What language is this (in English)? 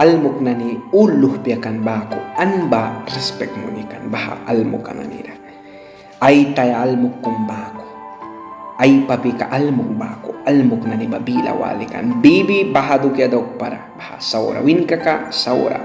Mískito